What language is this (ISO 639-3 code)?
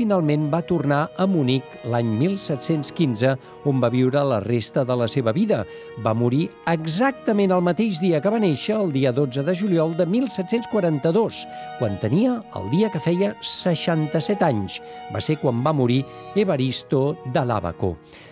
cat